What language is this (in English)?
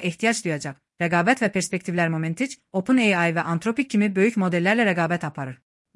Azerbaijani